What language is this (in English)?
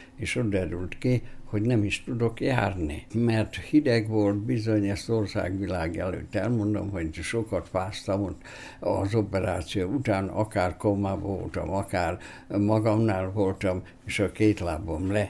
Hungarian